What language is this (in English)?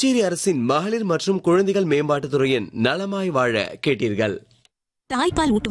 Tamil